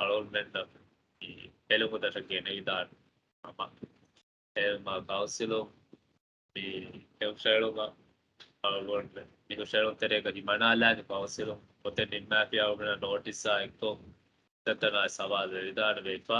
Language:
Divehi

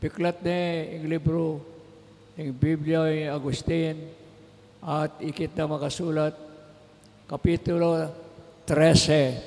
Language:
Pampanga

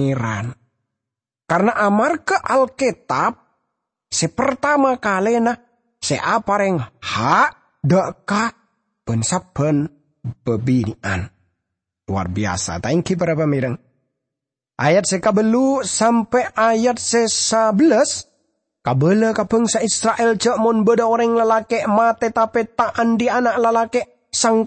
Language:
Madurese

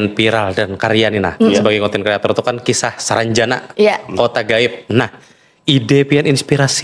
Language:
Banjar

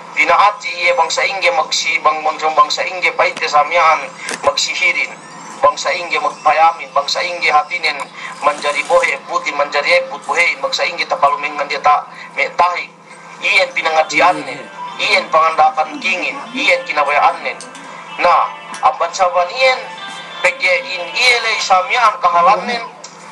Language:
Yakan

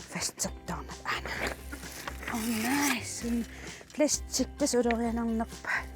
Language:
Kalaallisut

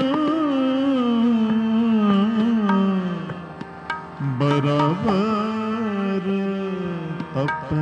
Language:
Hindi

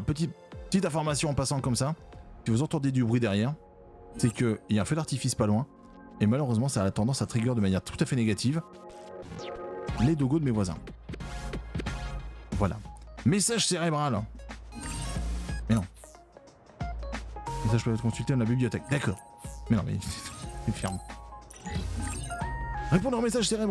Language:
French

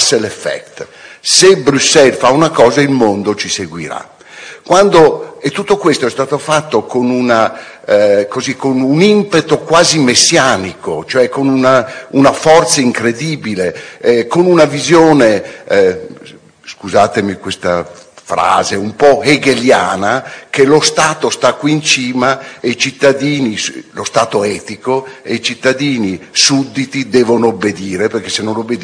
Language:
Italian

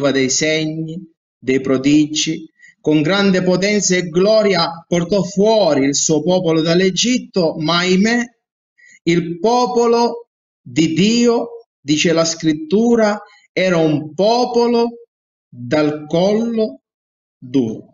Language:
Italian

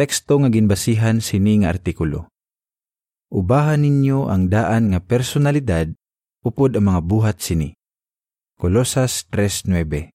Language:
Hiligaynon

